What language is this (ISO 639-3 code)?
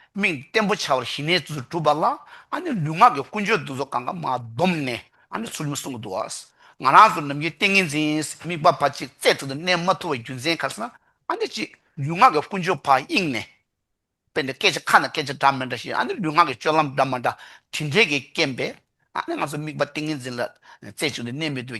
bod